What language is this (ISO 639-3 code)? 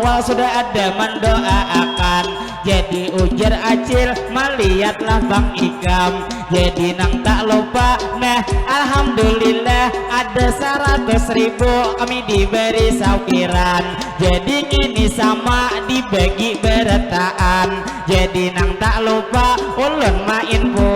bjn